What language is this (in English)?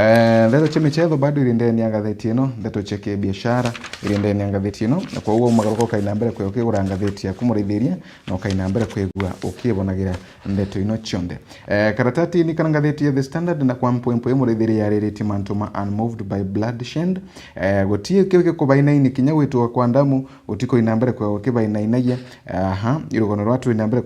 Meru